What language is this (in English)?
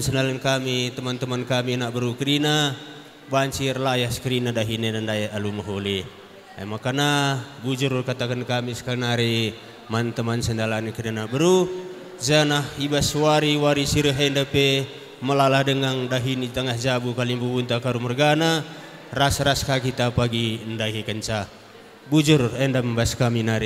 Batak Karo